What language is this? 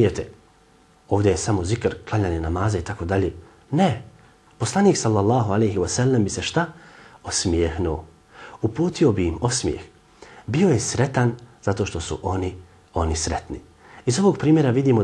Bosnian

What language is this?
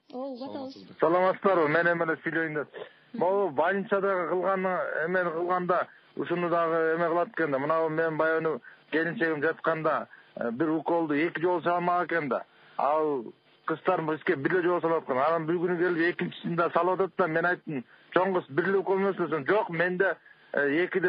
Kyrgyz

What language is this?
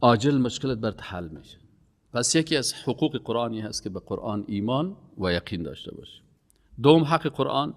Persian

